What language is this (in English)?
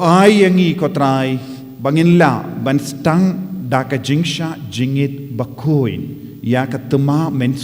Khasi